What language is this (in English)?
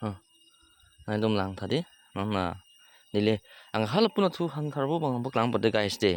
Karbi